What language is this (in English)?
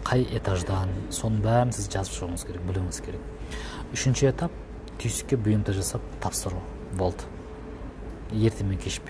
Kazakh